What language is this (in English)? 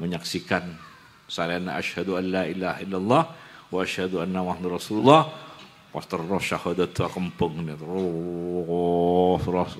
Madurese